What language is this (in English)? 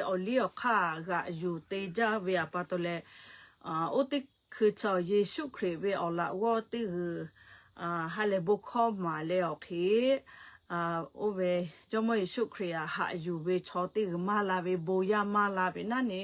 Lahu